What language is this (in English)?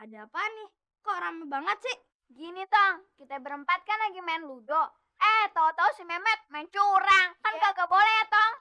Betawi